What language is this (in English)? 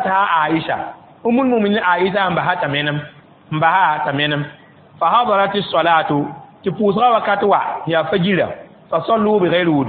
Mossi